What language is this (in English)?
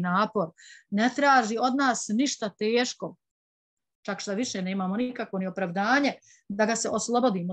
Bosnian